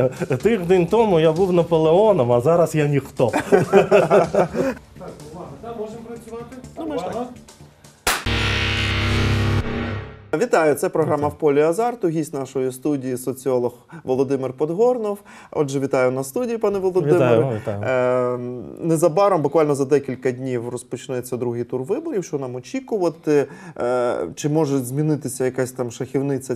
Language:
Ukrainian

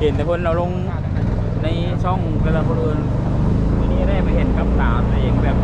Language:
Lao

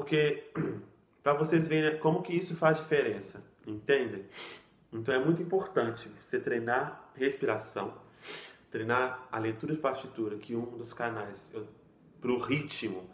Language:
Portuguese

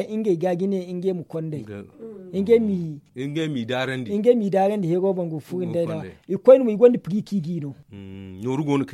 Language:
Zarma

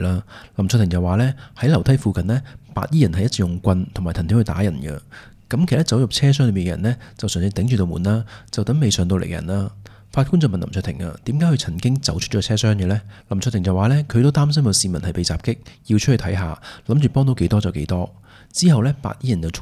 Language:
Cantonese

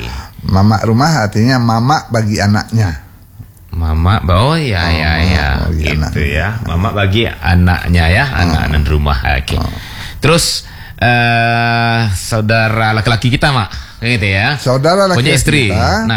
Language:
Indonesian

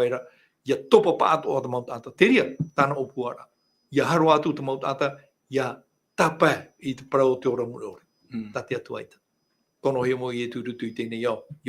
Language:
Tahitian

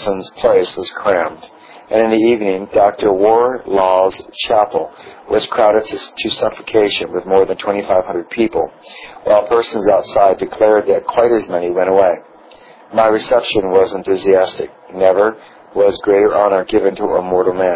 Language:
English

